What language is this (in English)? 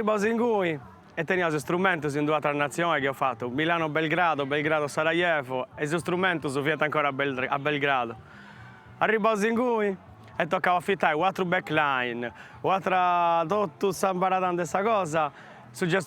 Sardinian